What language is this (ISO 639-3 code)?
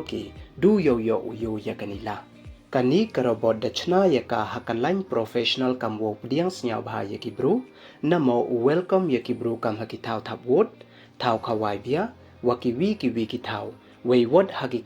pbv